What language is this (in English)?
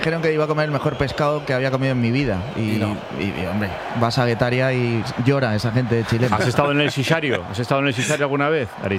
Spanish